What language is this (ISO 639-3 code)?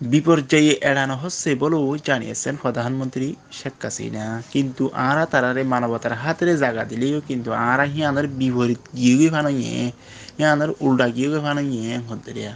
rhg